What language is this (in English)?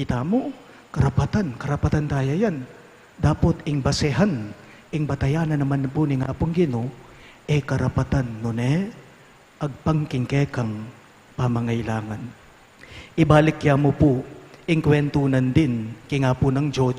Pampanga